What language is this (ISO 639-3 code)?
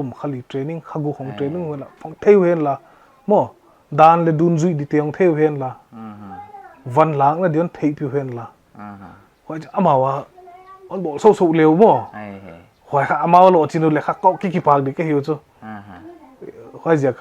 pck